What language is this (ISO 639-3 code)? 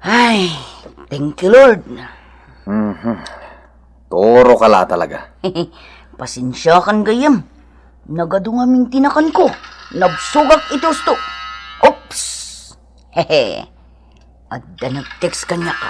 ilo